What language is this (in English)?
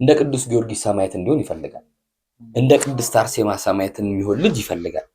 Amharic